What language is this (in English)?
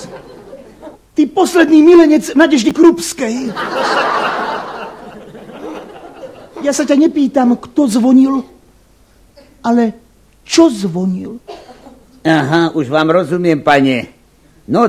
Slovak